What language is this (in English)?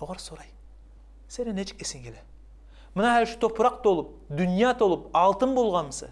Kumyk